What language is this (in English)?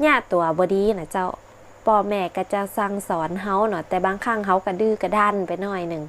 Northern Thai